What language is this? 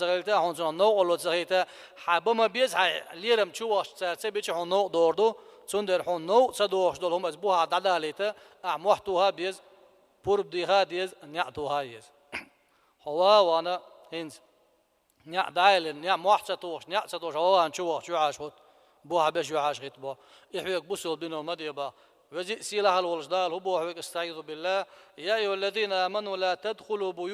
Chechen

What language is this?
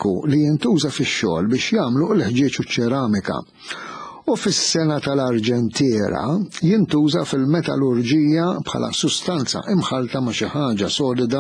Maltese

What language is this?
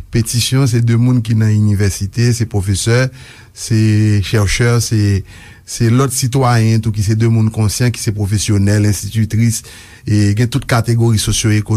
Haitian Creole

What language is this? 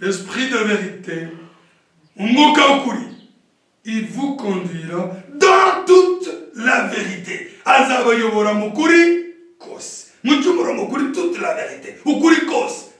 Kinyarwanda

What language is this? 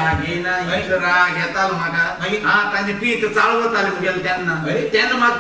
Konkani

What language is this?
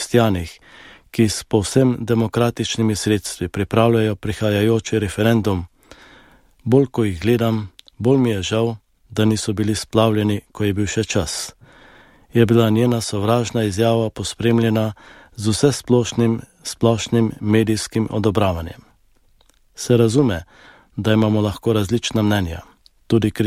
Slovenian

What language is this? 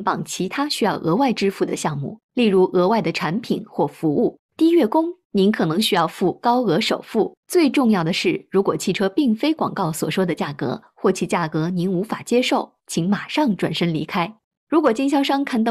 Chinese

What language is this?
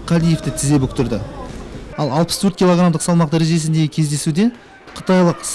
Kazakh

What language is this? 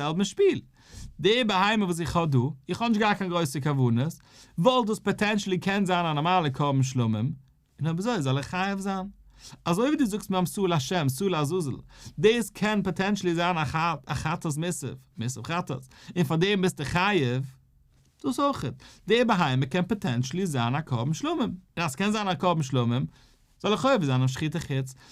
Yiddish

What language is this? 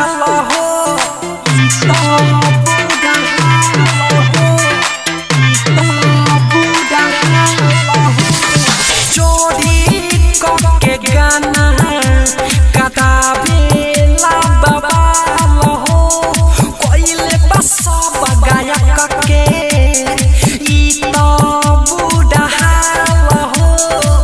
Bhojpuri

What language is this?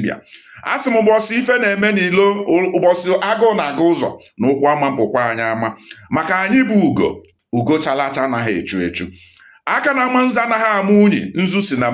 Igbo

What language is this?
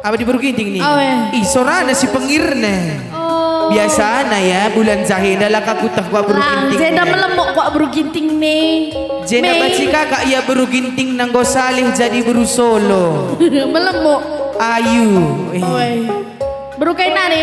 Batak Karo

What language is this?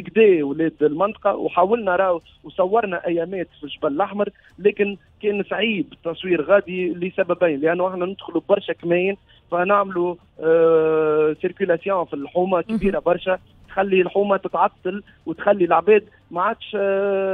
Tunisian Arabic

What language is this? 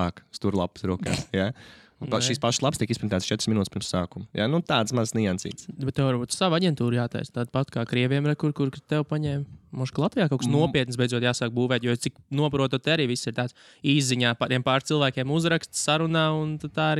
Latvian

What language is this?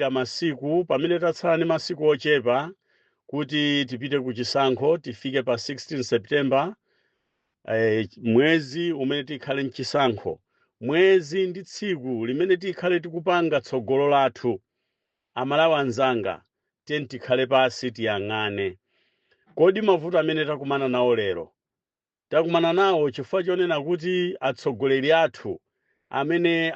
Nyanja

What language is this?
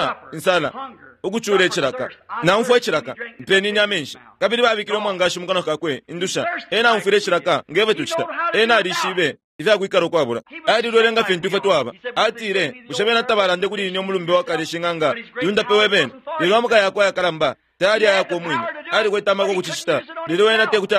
Bemba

